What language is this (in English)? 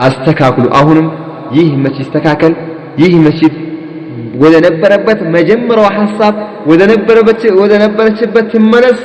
Amharic